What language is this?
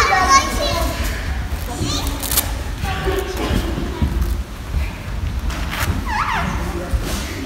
Russian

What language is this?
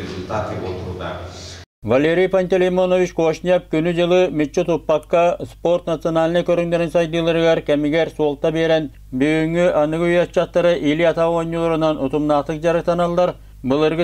Yakut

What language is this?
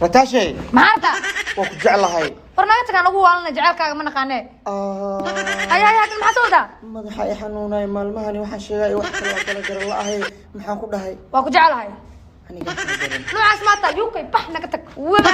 Somali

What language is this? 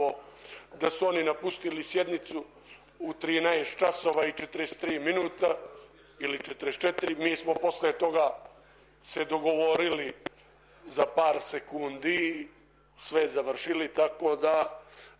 Serbian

